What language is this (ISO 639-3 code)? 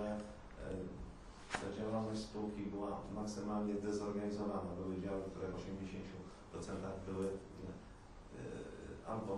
pol